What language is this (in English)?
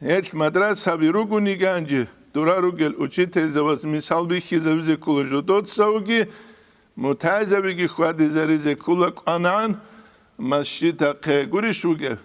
Avaric